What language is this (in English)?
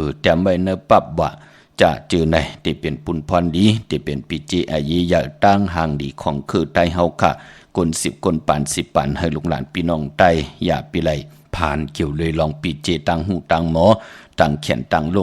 Shan